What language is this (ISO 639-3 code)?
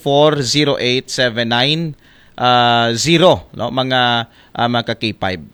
akl